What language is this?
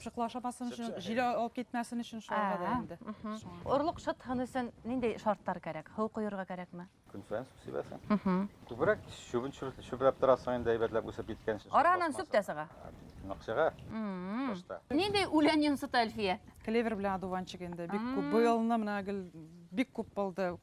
Bashkir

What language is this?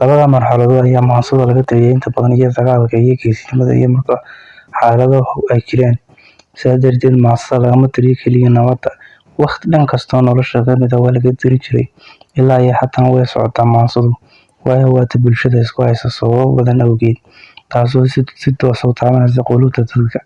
Somali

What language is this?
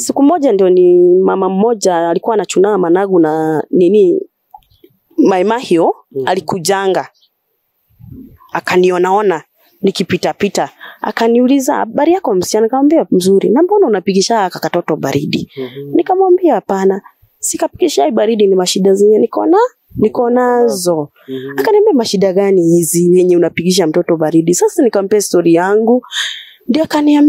Swahili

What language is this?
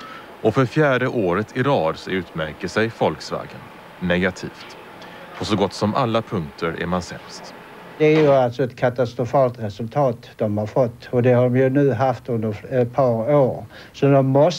Swedish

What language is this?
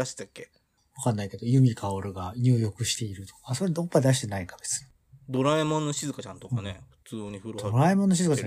Japanese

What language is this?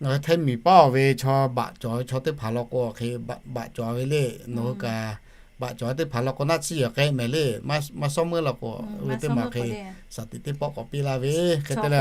Lahu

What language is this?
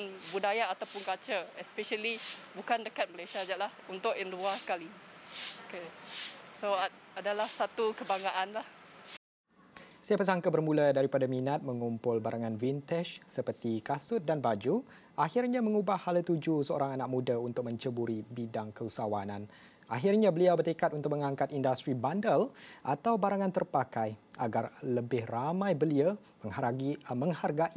Malay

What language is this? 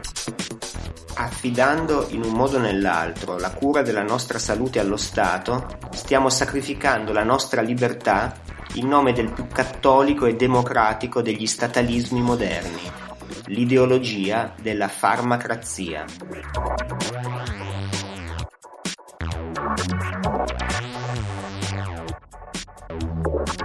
Italian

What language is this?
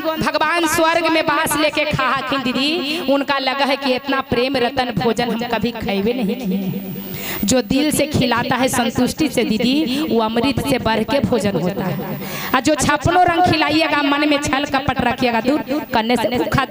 Magahi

